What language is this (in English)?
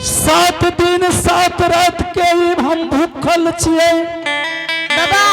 Angika